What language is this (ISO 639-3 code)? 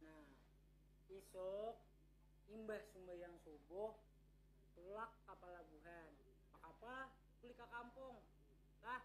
bjn